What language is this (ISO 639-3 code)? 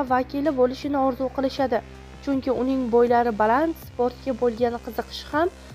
uzb